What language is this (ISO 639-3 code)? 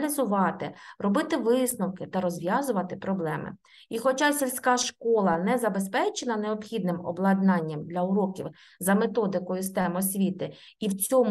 ukr